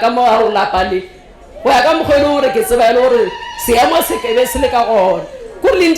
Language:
Northern Sotho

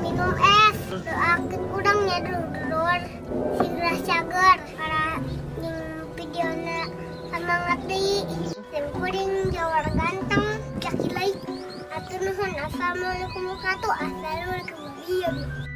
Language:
Sundanese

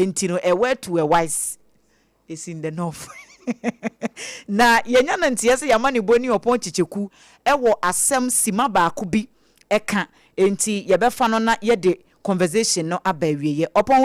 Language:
Akan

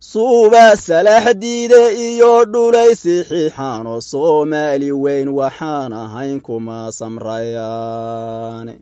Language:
Somali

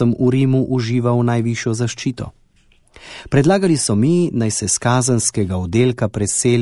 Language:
Slovenian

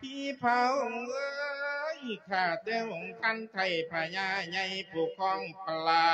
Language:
Lao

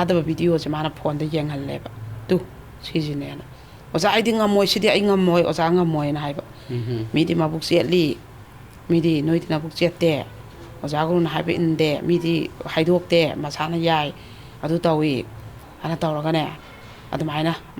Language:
Manipuri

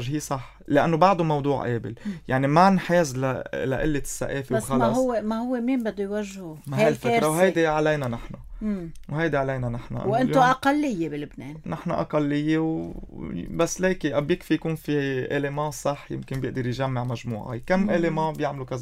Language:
North Levantine Arabic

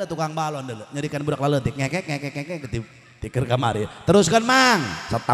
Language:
Sundanese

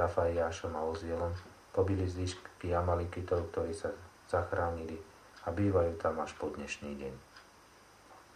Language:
Slovak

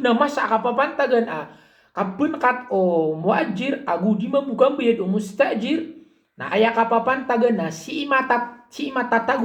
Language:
Maranao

